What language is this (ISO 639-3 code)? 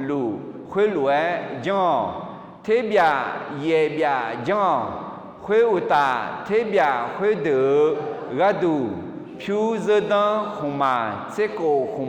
ahk